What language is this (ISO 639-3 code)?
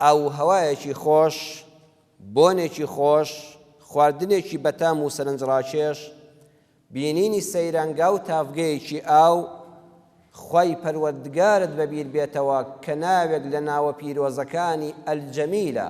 ckb